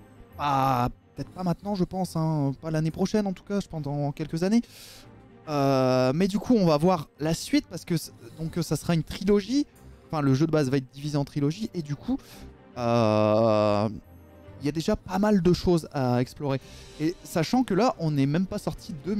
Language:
French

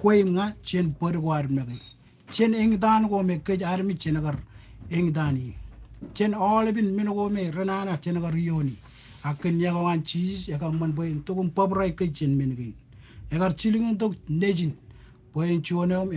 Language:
Marshallese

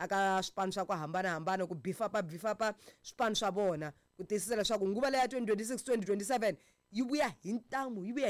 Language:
Tsonga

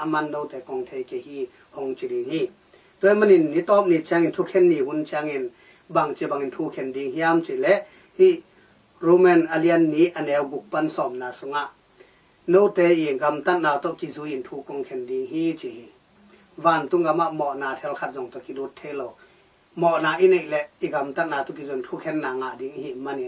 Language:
Tedim Chin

